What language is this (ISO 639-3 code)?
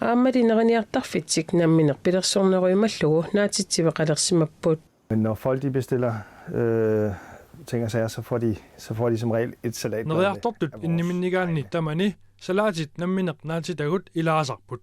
kal